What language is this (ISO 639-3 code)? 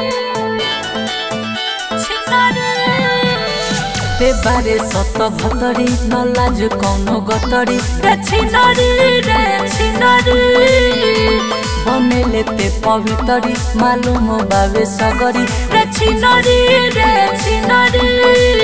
bho